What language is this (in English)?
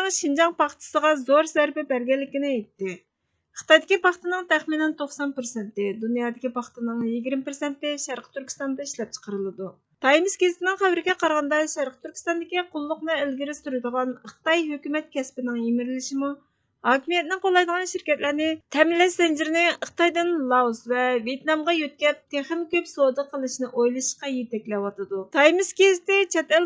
Uyghur